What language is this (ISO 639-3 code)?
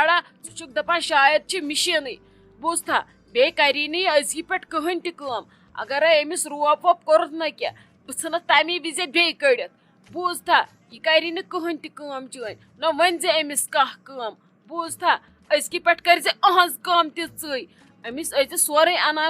kas